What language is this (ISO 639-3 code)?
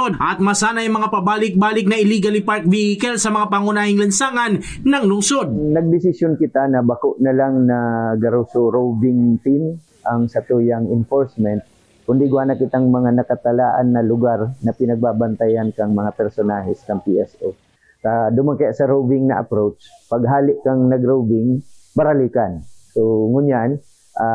bik